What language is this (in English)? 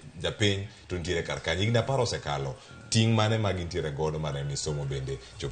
Luo (Kenya and Tanzania)